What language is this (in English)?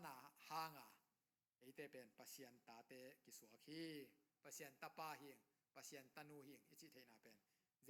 Tedim Chin